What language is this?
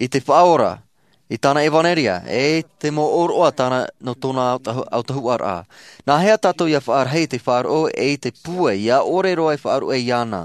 Tahitian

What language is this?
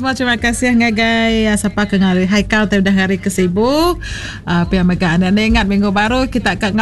Iban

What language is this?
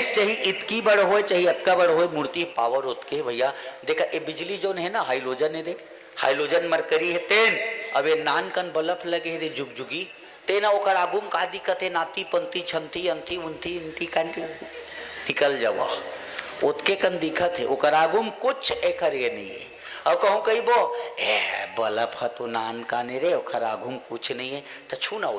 Chhattisgarhi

